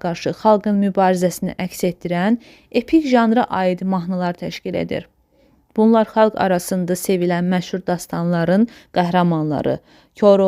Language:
Azerbaijani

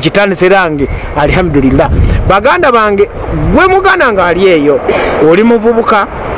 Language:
Ganda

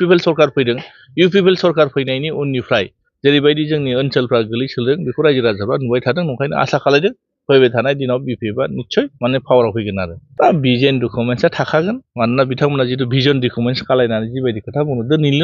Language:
Bodo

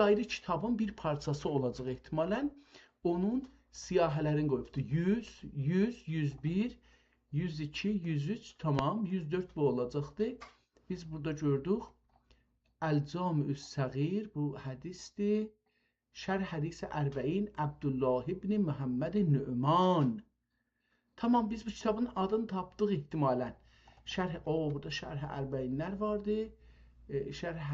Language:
South Azerbaijani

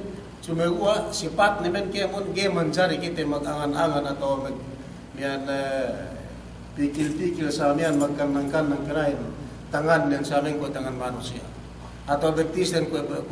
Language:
Yakan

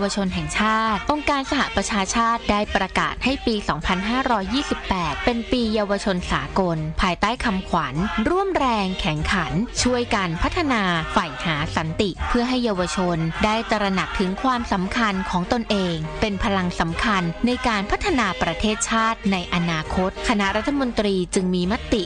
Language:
Thai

